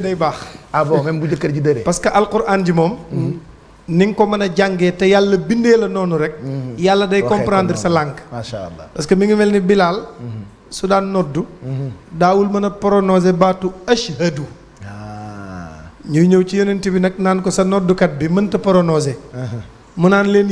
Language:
Wolof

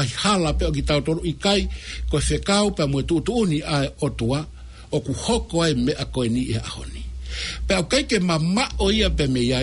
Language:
Tongan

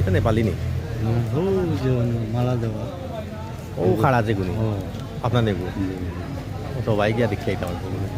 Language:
Sylheti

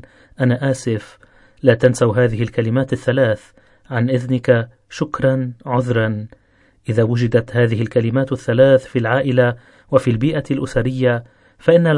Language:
Arabic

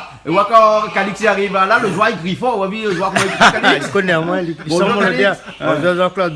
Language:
Réunion Creole French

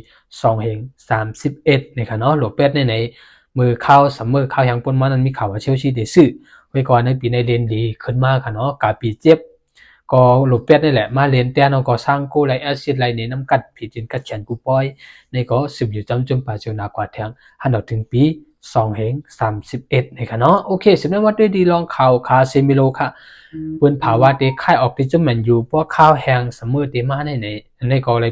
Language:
Shan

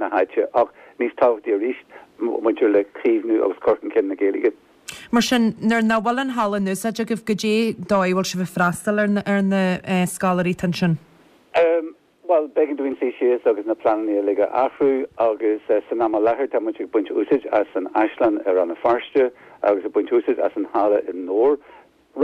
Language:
Irish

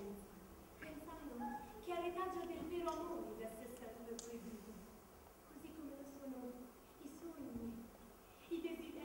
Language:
Italian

